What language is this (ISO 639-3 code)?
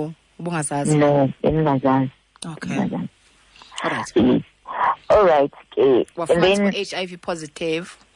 xho